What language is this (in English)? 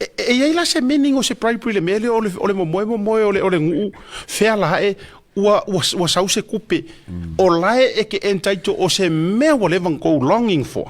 Samoan